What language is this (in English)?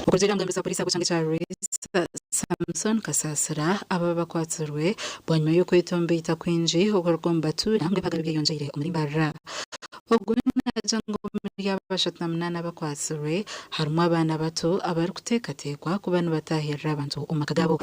Nyankole